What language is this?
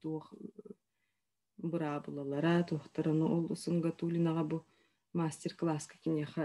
Yakut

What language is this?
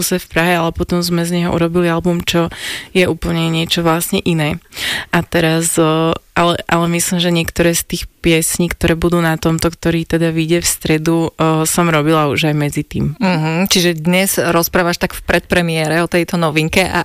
Slovak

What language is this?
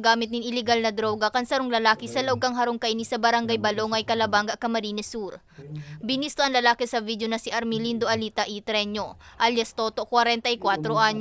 Bikol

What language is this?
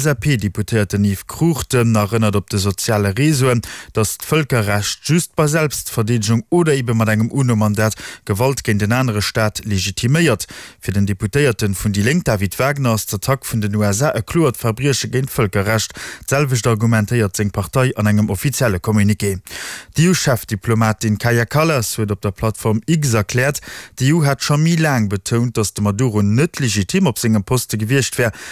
Luxembourgish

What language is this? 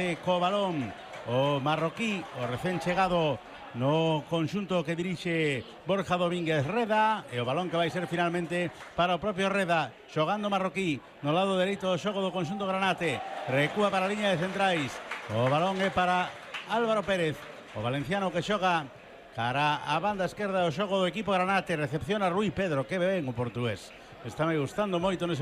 Galician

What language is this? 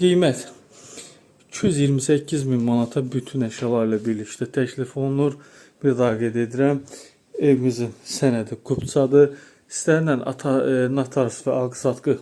Azerbaijani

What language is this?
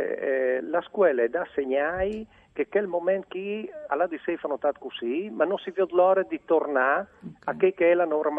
Friulian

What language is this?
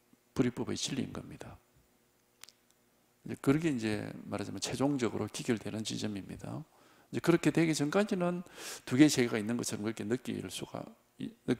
Korean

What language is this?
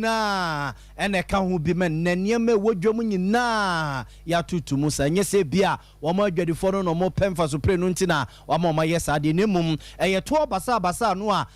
Akan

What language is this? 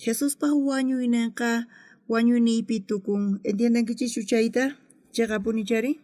South Bolivian Quechua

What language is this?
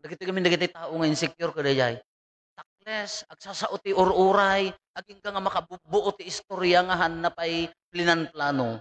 Iloko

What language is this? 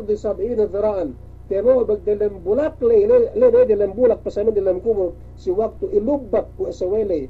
Yakan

